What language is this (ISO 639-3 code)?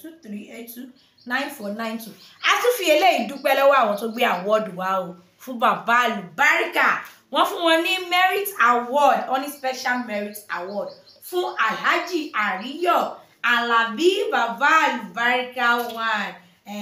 yor